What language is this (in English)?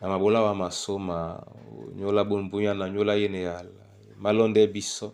Duala